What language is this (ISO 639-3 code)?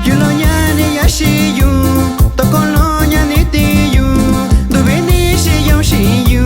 mxv